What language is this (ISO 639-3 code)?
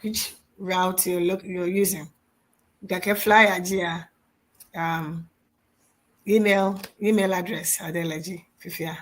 ewe